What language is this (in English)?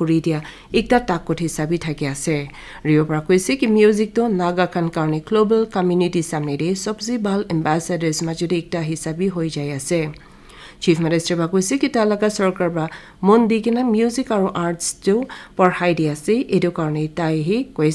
Naga Pidgin